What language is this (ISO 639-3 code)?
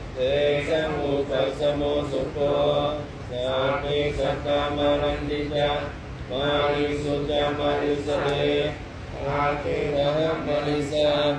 pli